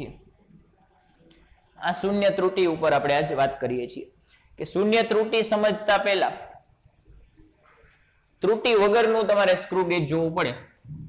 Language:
Gujarati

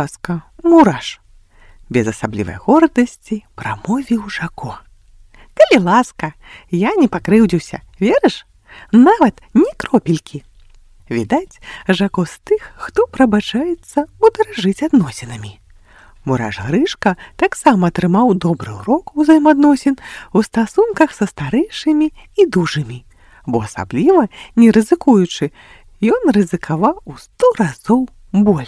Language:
Belarusian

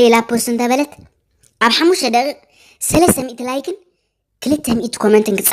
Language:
Tigrinya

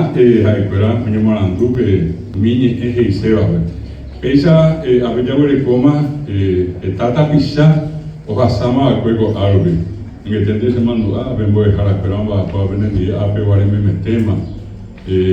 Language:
Guarani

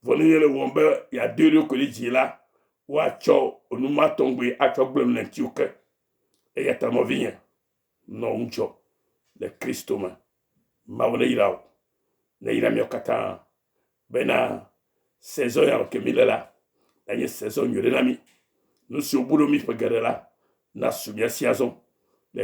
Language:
Ewe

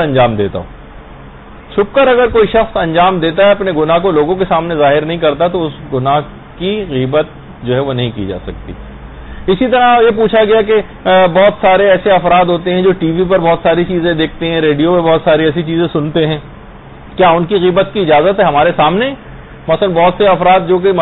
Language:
Urdu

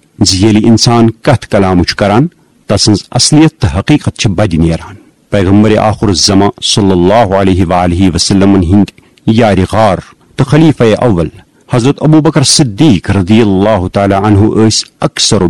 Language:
Kashmiri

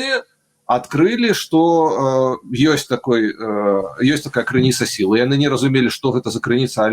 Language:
Belarusian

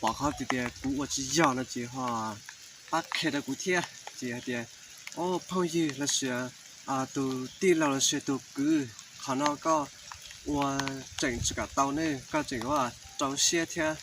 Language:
Hmong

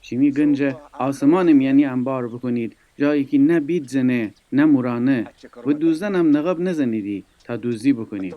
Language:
Gilaki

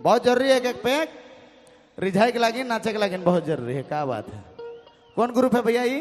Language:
Sadri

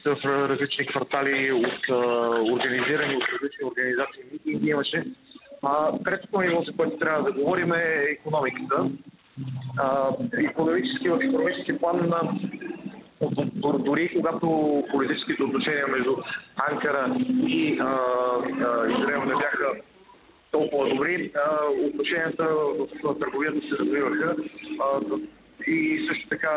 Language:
Bulgarian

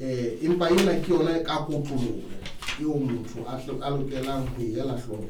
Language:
Southern Sotho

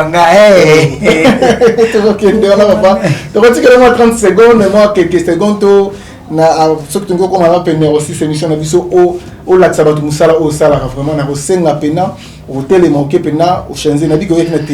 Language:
Lingala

